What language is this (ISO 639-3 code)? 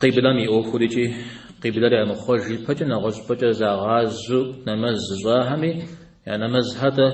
kbd